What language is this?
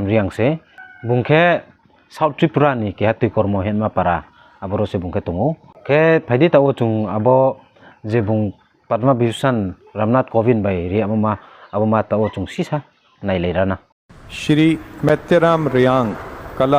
Riang (India)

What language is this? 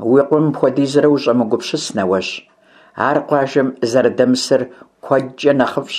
Kabardian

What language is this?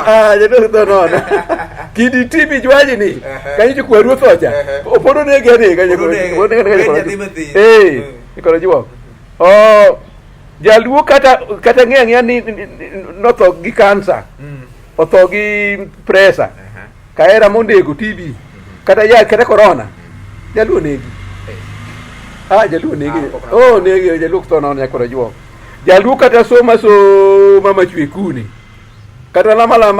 Luo (Kenya and Tanzania)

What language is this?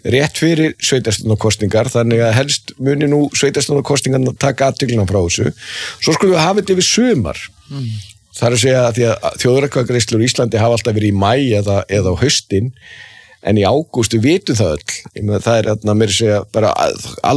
Icelandic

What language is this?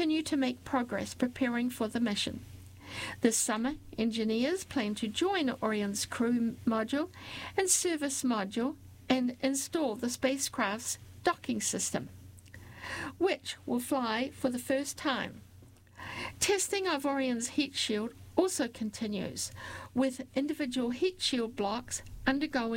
English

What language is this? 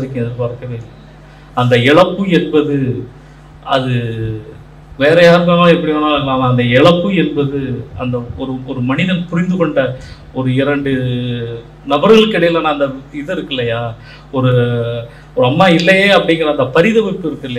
Tamil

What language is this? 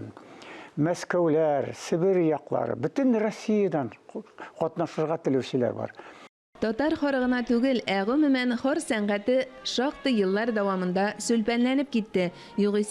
Tatar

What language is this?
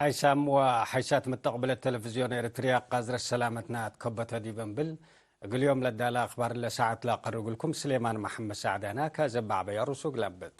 Tigre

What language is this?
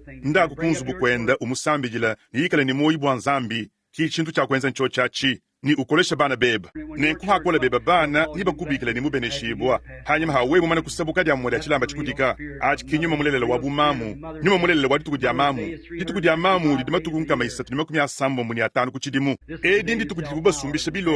Luba-Lulua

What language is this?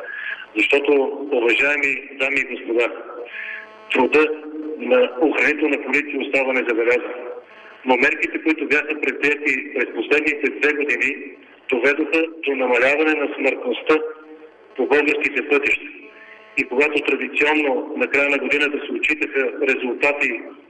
Bulgarian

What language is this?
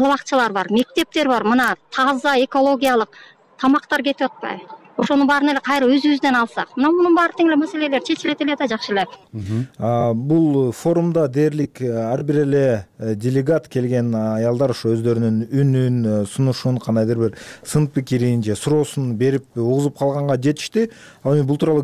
Kyrgyz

